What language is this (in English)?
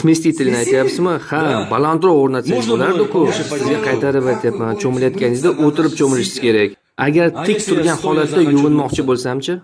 Uzbek